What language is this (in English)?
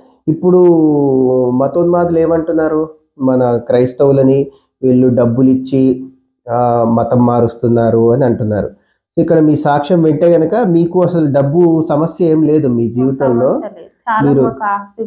Telugu